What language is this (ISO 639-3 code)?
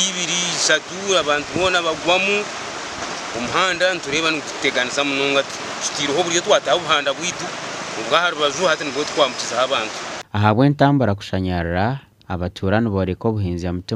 nyn